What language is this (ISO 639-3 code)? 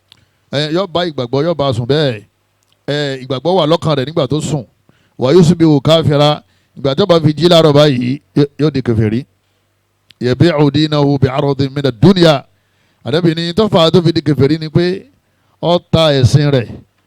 yor